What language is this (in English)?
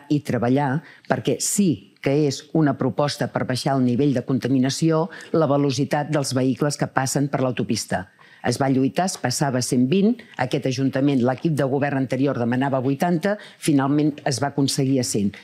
Catalan